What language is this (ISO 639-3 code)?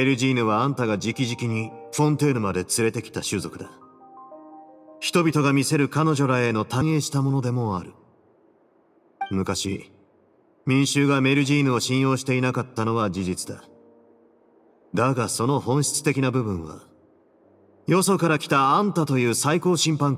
jpn